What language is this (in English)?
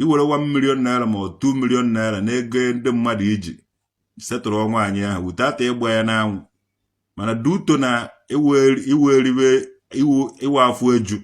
Igbo